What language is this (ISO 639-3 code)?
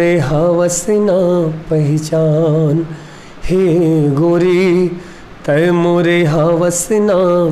hne